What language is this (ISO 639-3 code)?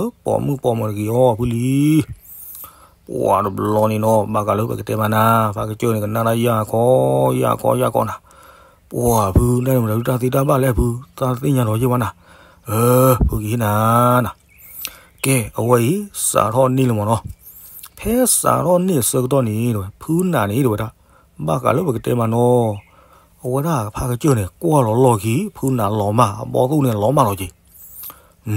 ksw